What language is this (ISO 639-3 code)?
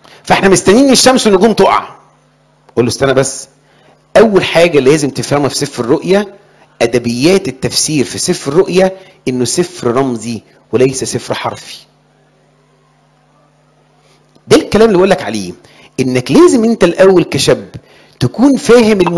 arz